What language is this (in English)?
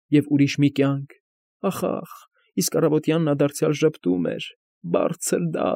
Armenian